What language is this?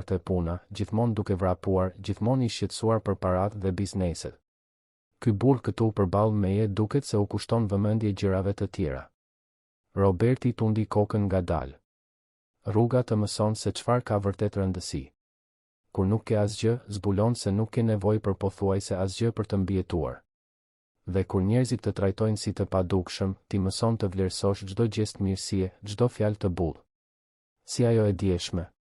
Albanian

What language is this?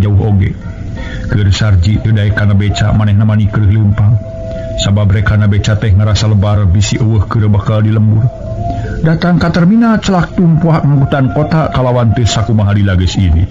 Sundanese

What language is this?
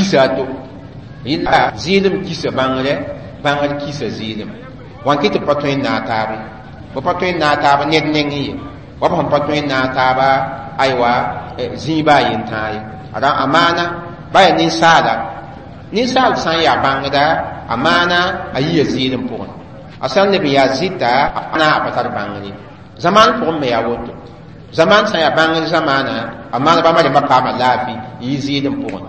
Mossi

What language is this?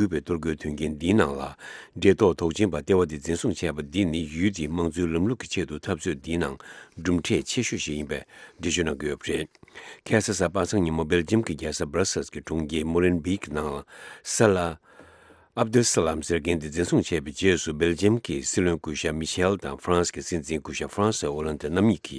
Tibetan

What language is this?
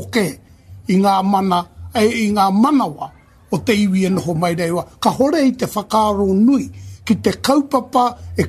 Māori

